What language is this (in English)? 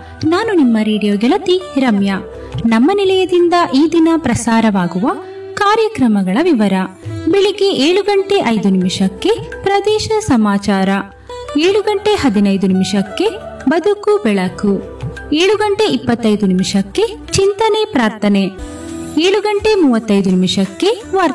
Kannada